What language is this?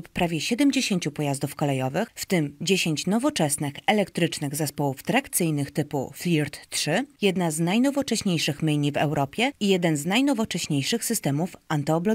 Polish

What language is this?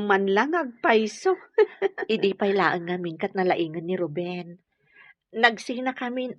Iloko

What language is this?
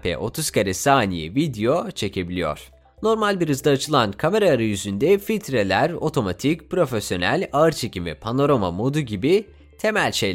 Turkish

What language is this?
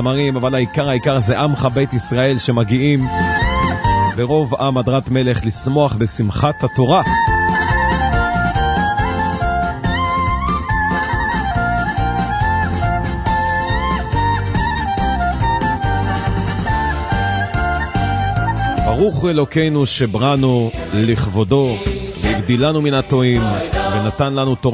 Hebrew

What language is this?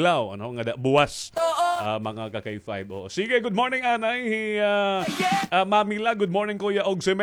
Waray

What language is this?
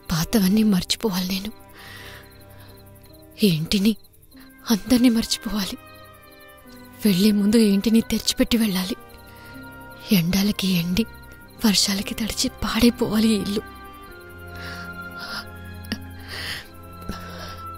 Telugu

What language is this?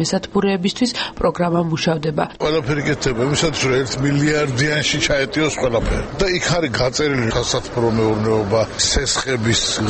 Georgian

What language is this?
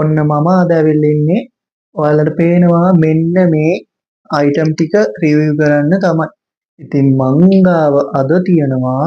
Sinhala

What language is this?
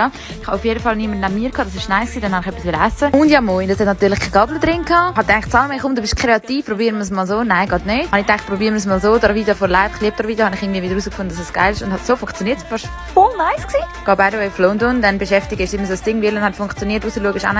Swiss German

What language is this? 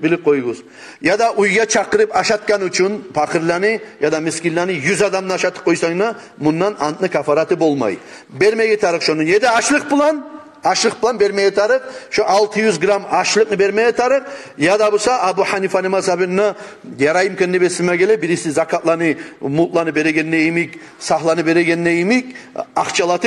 Kumyk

